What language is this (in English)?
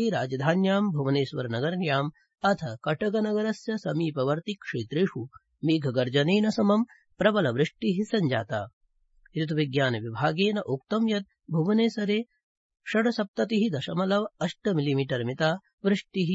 Sanskrit